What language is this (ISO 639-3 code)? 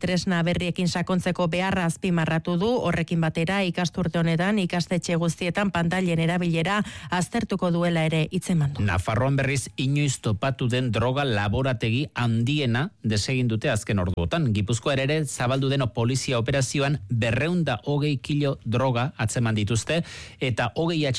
eus